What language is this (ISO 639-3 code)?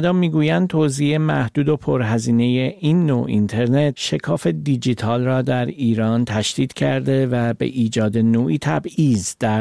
fas